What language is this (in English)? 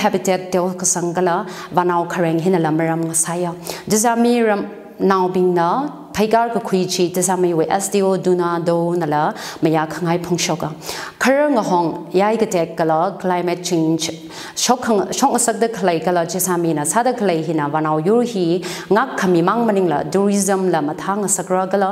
Tangkhul Naga (India)